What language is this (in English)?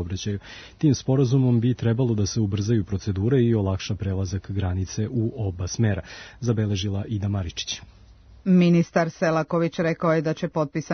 Serbian